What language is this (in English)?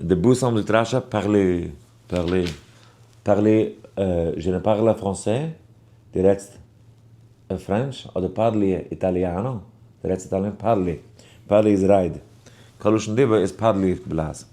Yiddish